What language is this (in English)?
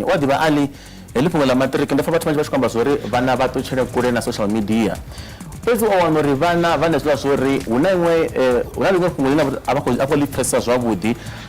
Venda